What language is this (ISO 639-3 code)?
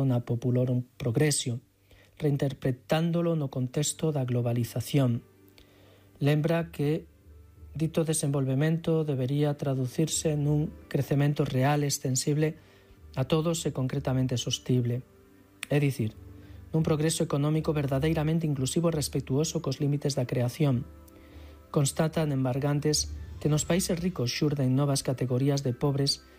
glg